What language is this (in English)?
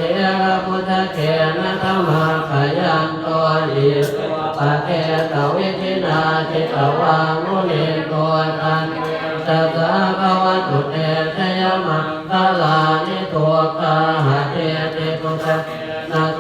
Pali